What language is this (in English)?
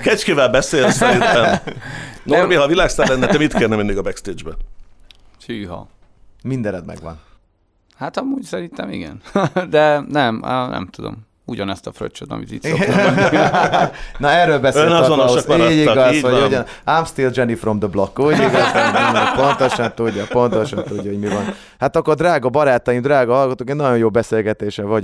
Hungarian